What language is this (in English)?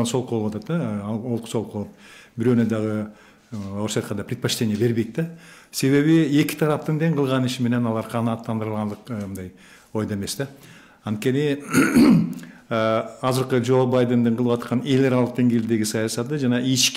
Kyrgyz